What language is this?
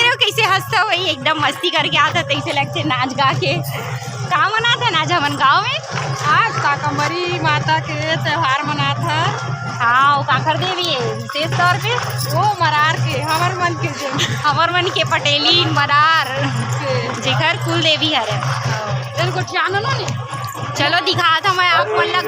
Chhattisgarhi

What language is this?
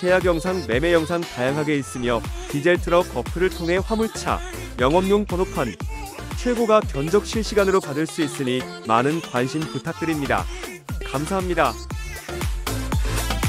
Korean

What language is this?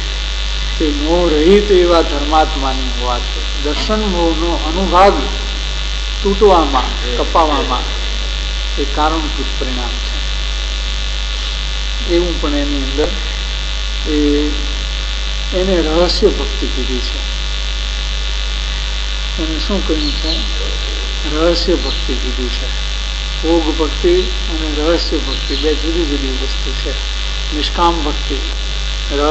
Gujarati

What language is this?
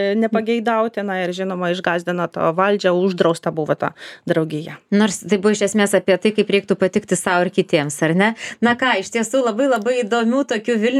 Lithuanian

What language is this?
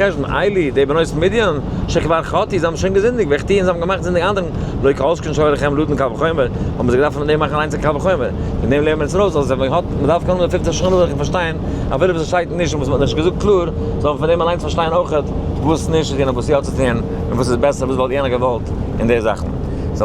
Yiddish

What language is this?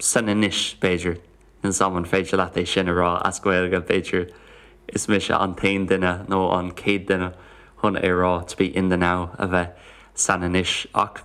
Irish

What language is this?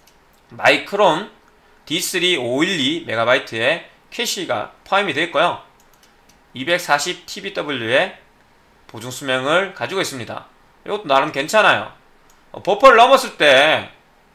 Korean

